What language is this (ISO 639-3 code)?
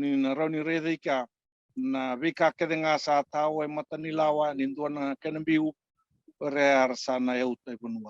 fij